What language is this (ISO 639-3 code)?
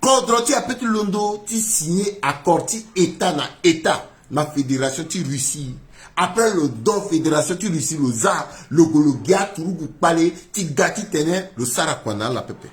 sag